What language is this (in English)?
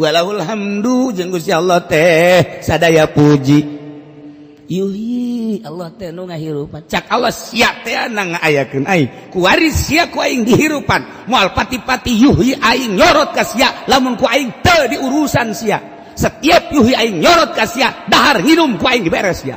Sundanese